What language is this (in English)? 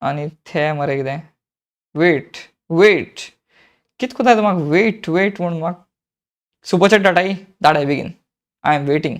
Konkani